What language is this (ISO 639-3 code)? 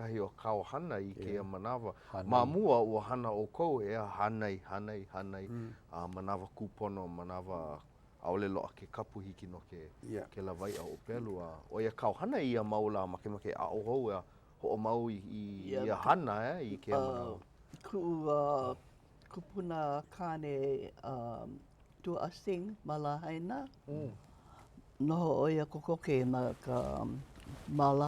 haw